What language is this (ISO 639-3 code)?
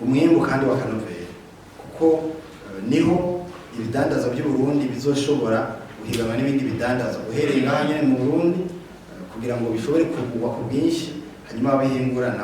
run